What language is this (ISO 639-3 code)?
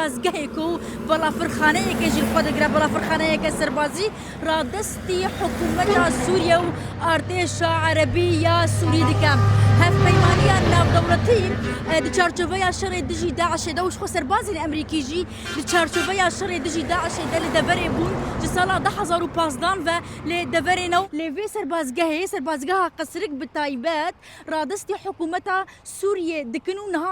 kur